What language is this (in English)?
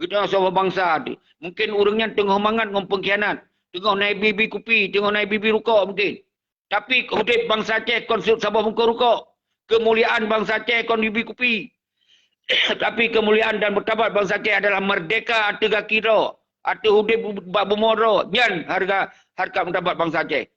Achinese